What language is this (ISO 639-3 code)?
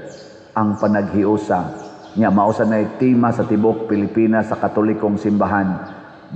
ceb